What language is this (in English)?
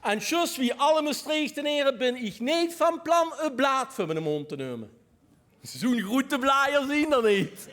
Limburgish